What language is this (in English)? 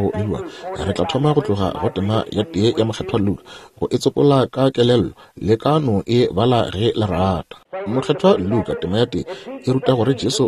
Northern Sotho